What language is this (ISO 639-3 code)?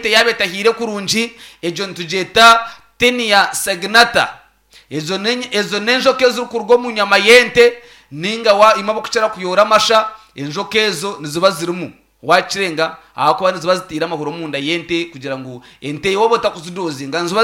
nyn